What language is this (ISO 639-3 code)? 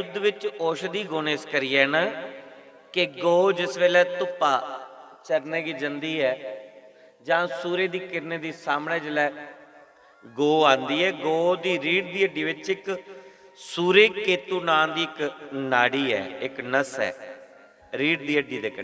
doi